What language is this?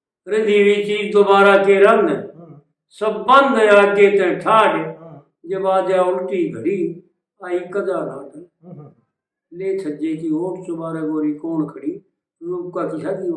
Haryanvi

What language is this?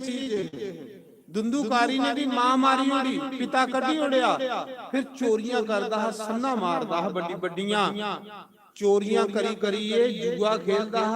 Dogri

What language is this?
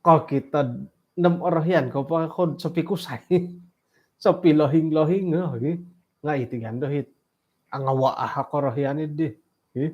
Central Dusun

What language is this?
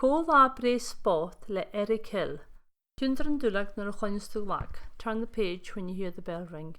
Scottish Gaelic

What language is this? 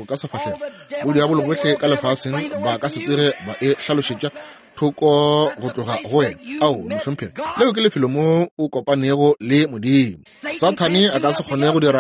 Northern Sotho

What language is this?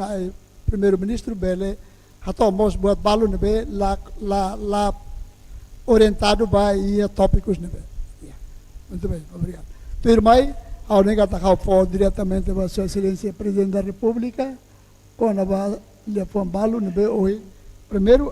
Tetum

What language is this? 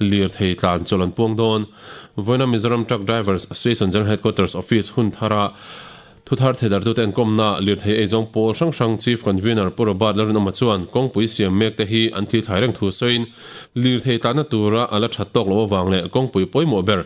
Mizo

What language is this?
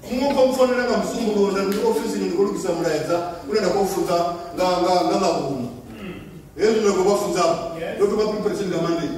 Venda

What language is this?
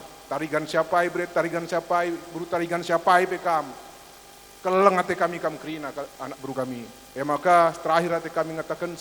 Batak Karo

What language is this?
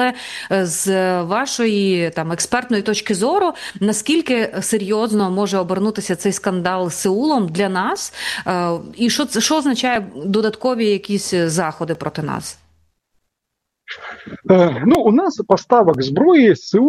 Ukrainian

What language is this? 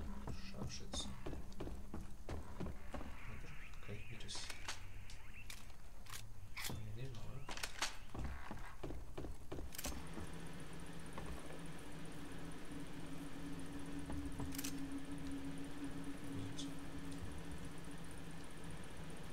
German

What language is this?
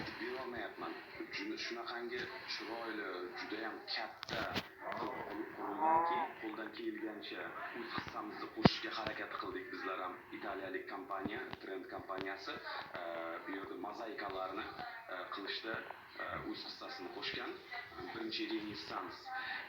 Uzbek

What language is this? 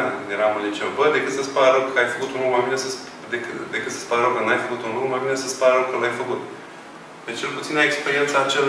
Romanian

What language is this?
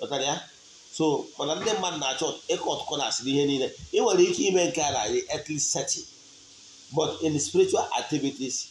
Igbo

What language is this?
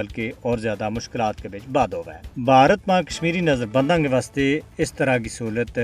Gujari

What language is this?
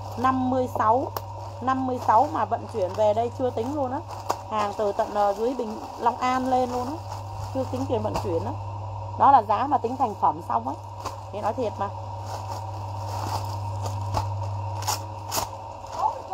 Vietnamese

